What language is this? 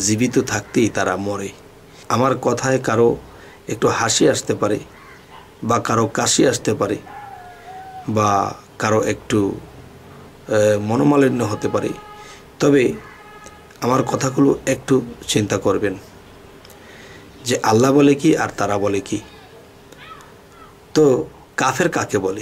Bangla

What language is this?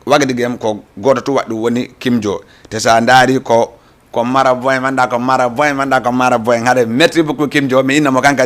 Fula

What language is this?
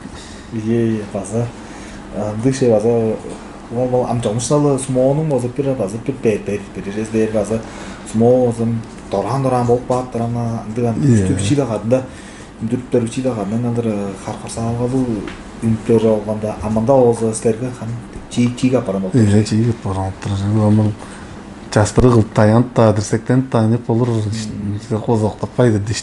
Tuvinian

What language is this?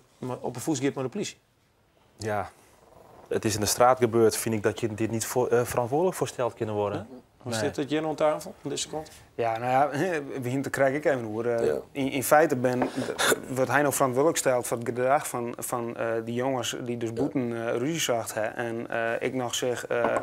Western Frisian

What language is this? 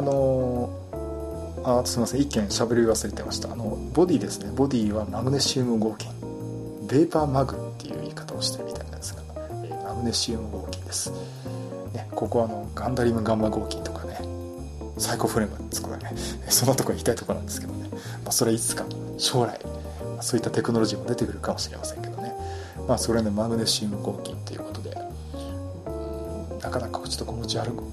Japanese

